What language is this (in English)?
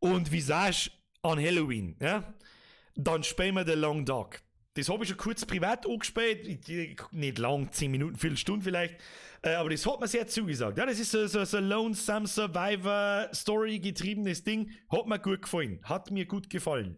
Bavarian